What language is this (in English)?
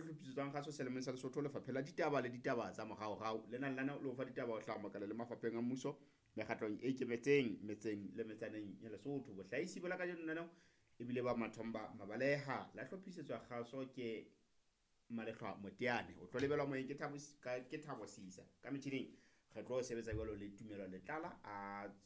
Southern Sotho